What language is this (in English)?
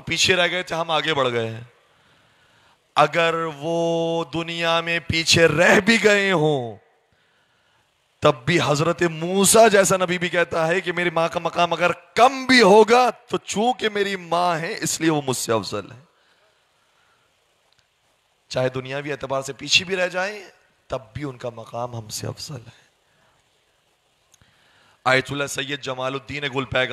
Urdu